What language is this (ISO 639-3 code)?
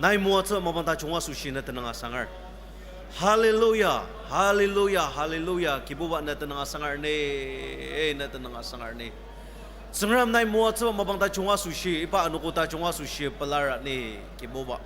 njo